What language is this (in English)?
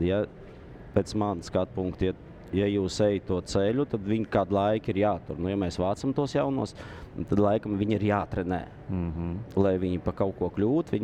Latvian